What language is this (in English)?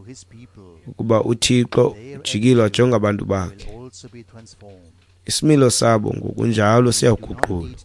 Xhosa